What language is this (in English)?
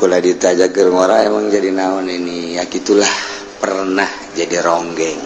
Sundanese